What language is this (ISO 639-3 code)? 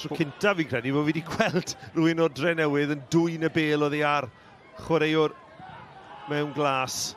cym